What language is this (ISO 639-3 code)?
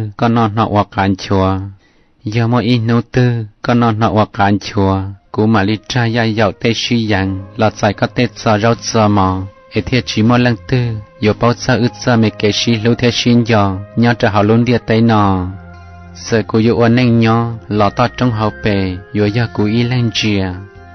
hmn